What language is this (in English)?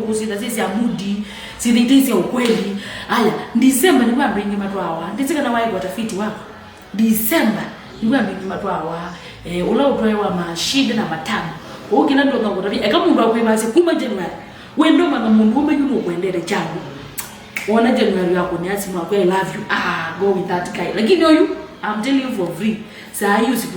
Kamba